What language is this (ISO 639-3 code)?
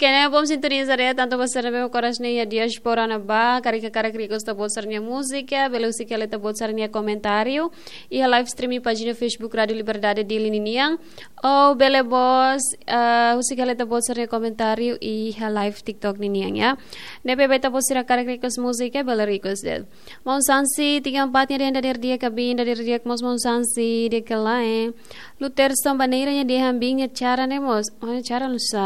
tet